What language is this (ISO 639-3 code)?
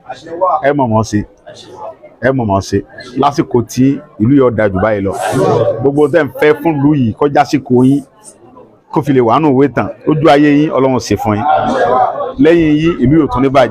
yor